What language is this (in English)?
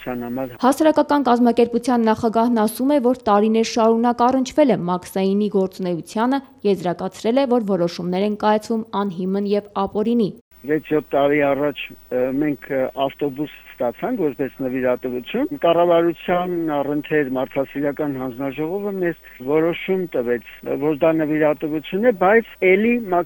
Armenian